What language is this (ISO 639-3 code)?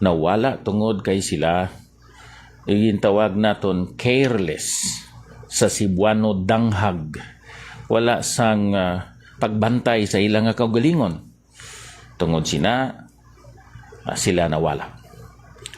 hil